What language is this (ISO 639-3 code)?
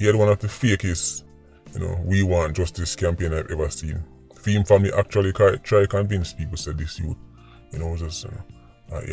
jam